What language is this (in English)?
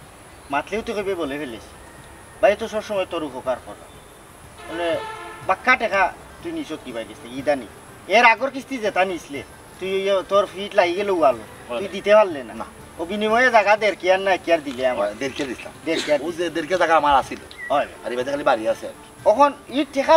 Sylheti